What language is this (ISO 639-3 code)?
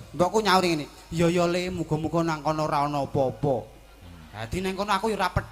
jav